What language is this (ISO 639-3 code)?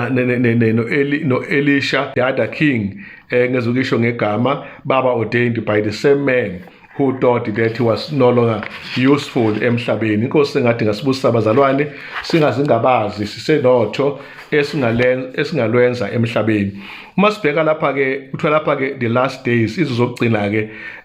zul